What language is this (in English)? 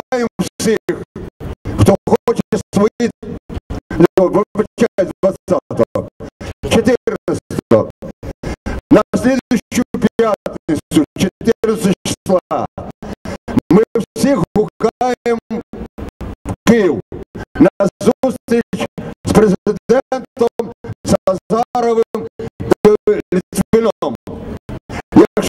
Ukrainian